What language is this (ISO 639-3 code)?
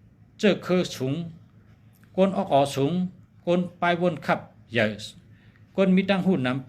shn